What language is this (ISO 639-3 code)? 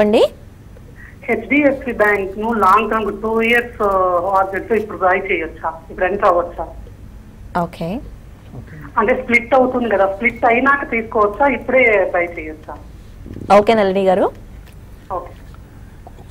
tel